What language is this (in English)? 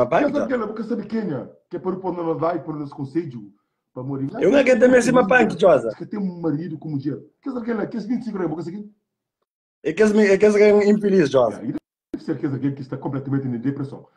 Kabuverdianu